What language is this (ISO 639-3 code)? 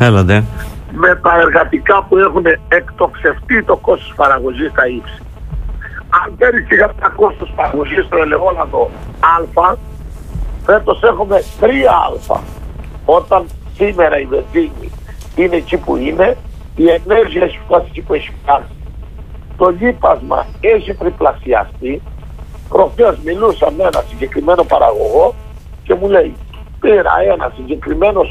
ell